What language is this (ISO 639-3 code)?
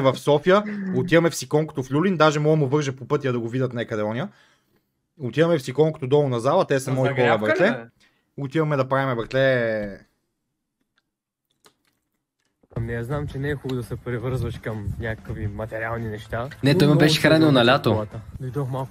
bul